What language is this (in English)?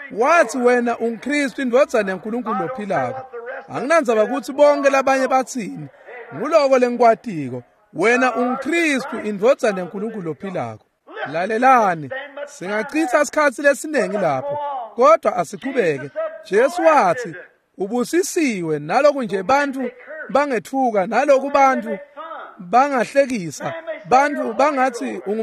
Swati